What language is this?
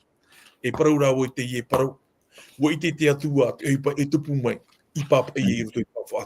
Tahitian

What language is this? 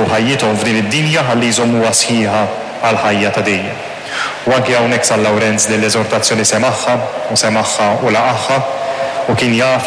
Maltese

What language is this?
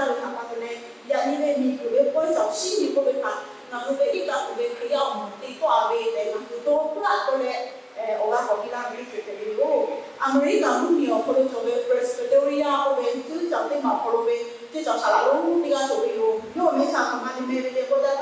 Lahu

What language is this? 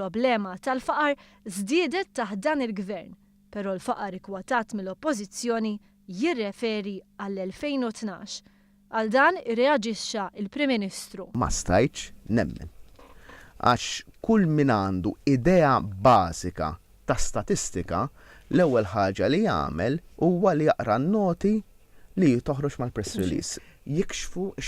Maltese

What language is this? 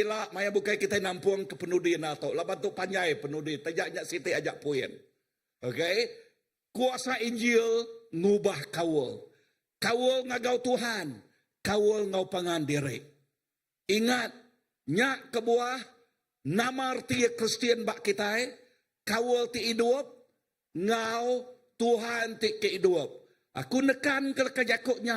Iban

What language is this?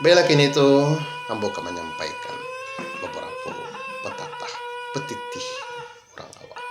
Minangkabau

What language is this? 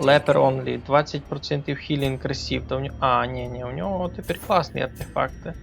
Rusyn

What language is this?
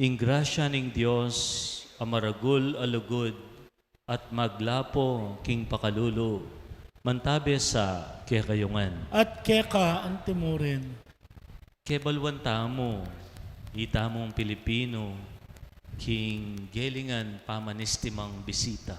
Pampanga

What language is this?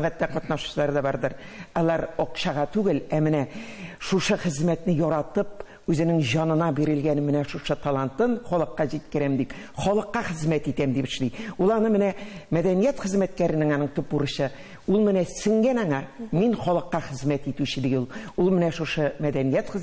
Tatar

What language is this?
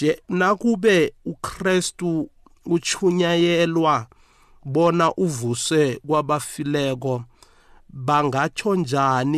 South Ndebele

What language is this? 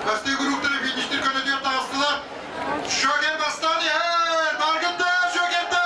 Yakut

